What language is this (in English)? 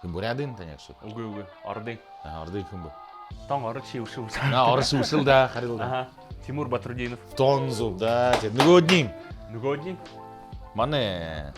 Buriat